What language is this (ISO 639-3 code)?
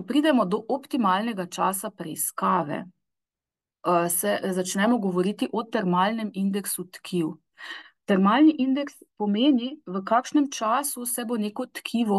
slv